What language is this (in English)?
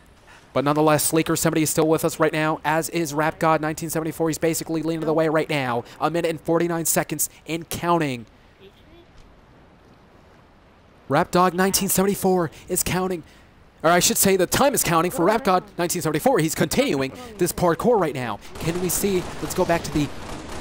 English